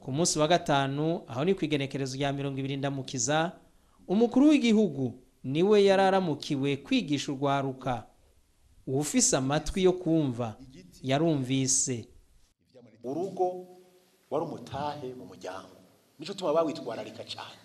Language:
Rundi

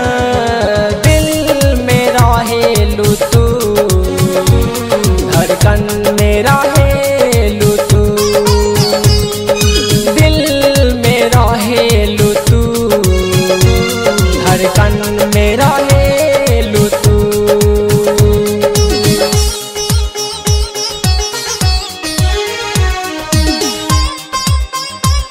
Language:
Bhojpuri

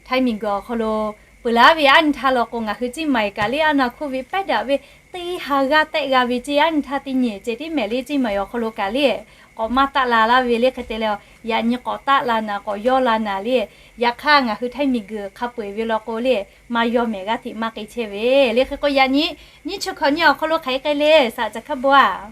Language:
Lahu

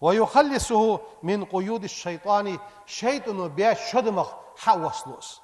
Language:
Ingush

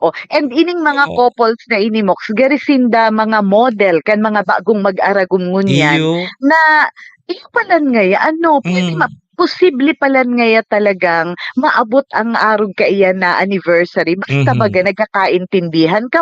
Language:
Bikol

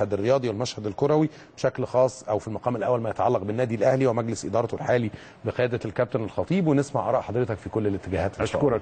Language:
Egyptian Arabic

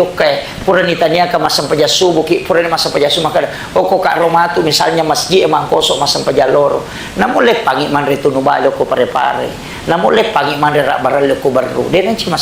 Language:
Buginese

